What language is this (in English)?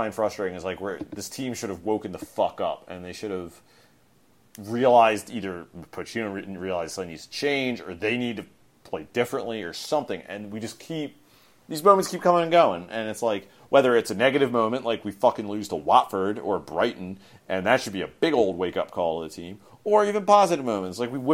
English